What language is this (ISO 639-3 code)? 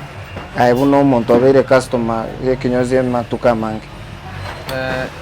guz